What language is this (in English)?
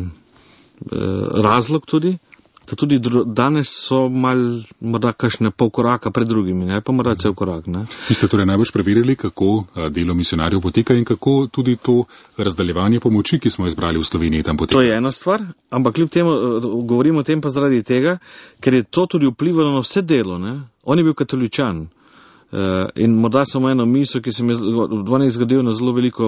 Slovenian